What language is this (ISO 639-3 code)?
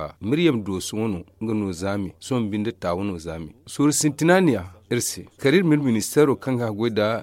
dje